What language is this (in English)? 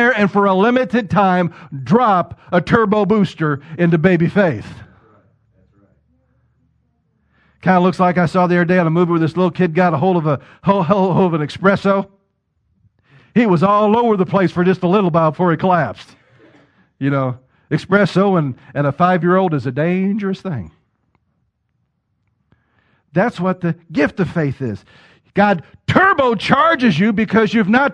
English